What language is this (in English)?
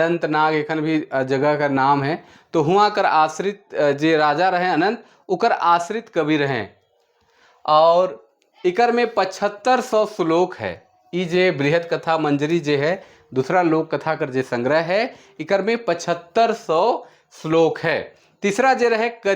Sadri